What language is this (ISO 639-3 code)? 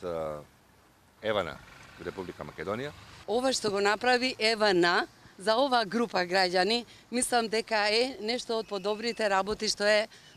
mkd